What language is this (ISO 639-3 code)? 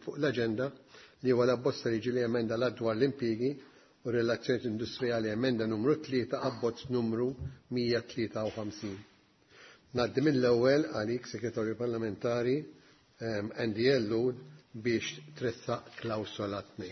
mlt